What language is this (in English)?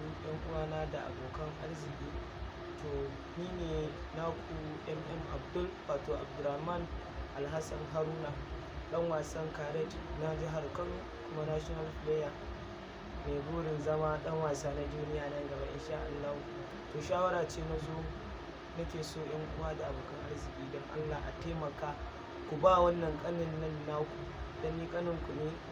Hausa